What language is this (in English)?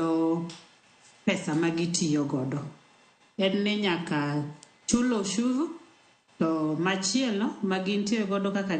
Luo (Kenya and Tanzania)